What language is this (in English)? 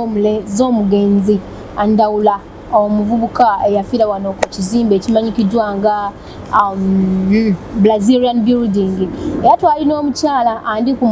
Ganda